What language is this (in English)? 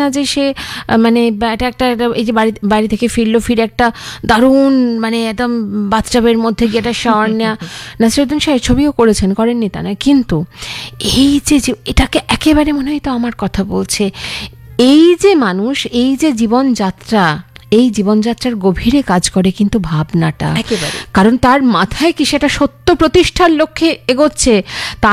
Bangla